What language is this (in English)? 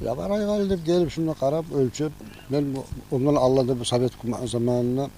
Kumyk